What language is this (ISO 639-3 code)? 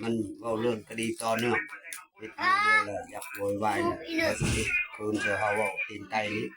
lao